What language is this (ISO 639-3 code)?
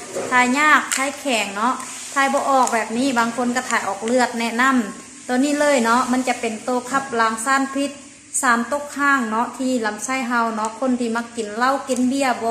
lao